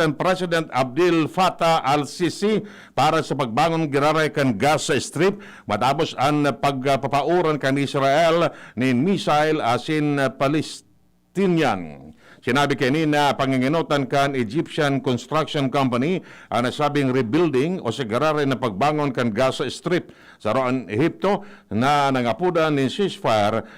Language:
Bikol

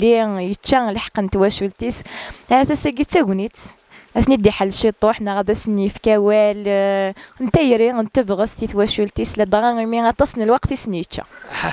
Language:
Kabyle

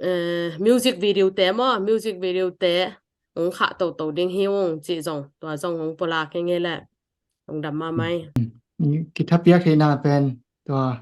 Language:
Tedim Chin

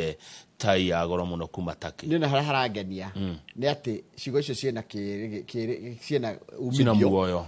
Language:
Kikuyu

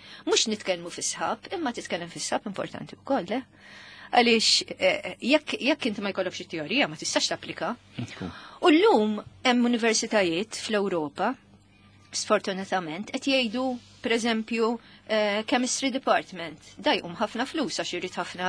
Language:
Maltese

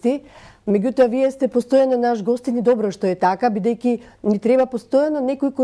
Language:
Macedonian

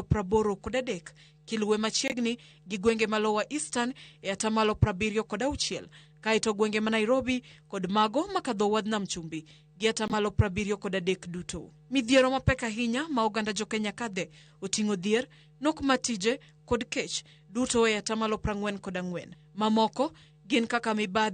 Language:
Luo (Kenya and Tanzania)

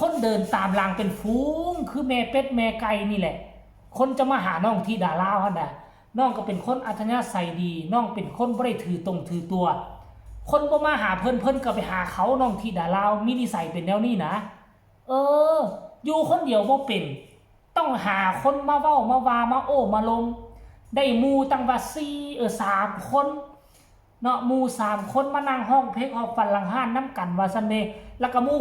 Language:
Northeastern Thai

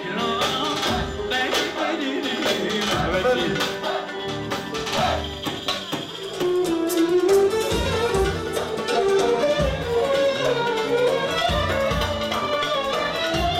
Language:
Turkish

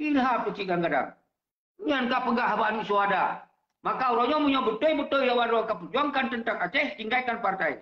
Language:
Achinese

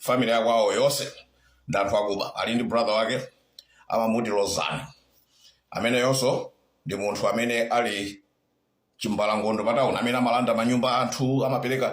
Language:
Nyanja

